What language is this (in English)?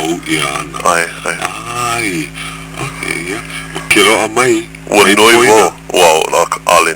Hawaiian